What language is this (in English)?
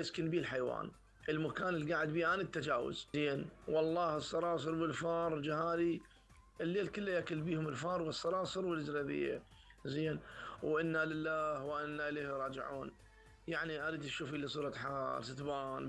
Mesopotamian Arabic